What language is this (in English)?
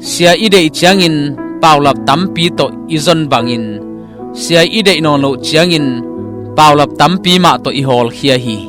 Tedim Chin